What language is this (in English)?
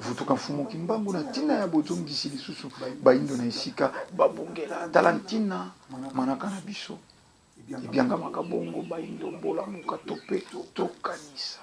Lingala